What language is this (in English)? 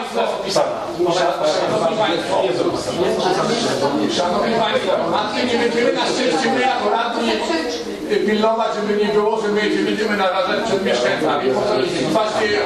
Polish